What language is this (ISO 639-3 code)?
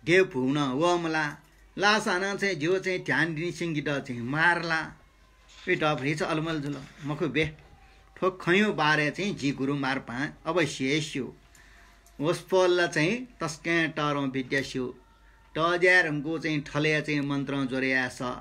new